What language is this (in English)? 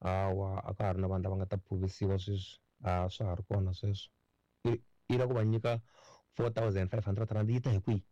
Tsonga